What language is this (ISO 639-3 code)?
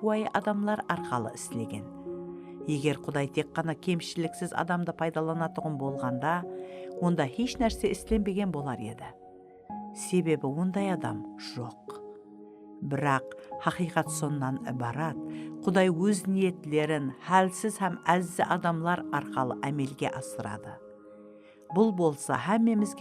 kaa